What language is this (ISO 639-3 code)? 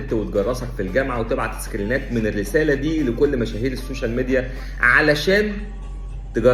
arz